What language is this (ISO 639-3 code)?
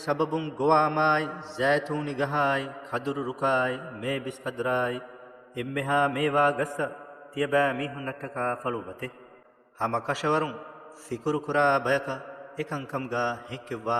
div